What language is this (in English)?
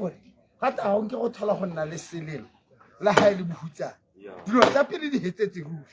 Tswana